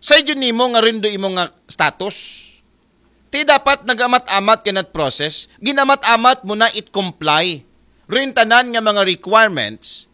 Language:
Aklanon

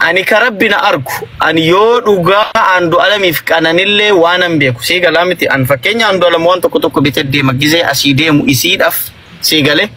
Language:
Oromo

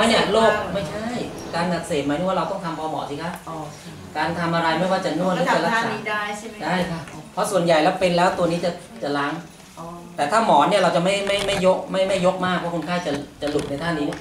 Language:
Thai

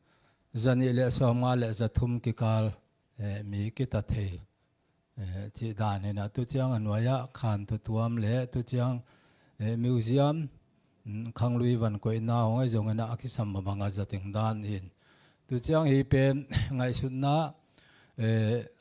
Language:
Tedim Chin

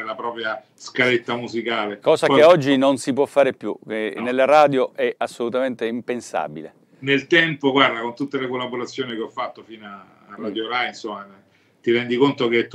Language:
Italian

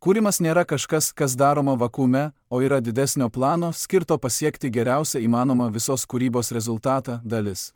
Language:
Lithuanian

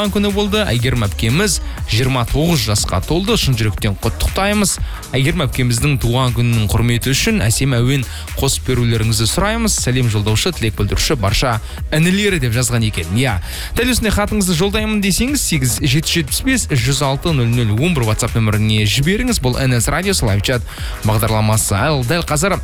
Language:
Kazakh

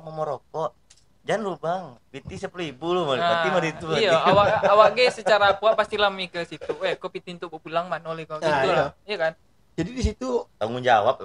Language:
Minangkabau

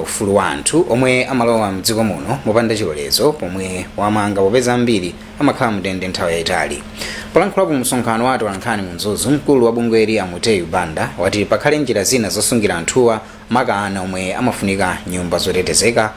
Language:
Nyanja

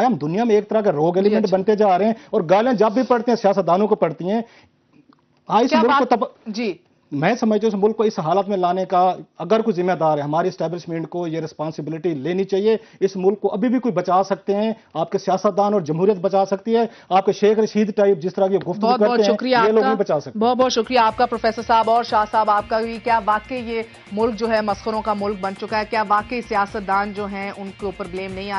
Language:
Urdu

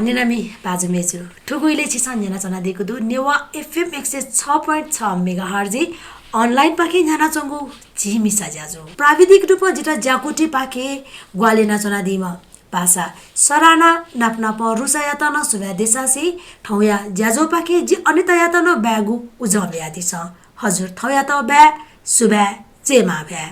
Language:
Newari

